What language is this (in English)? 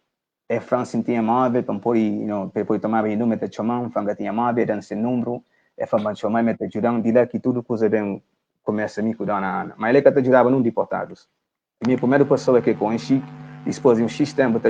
Kabuverdianu